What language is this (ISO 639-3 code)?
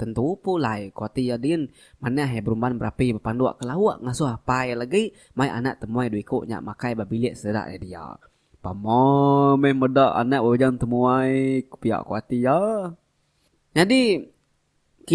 iba